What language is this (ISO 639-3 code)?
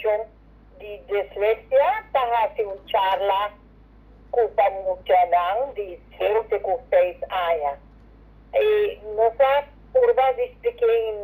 pap